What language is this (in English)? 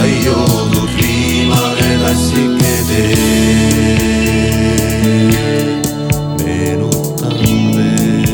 Estonian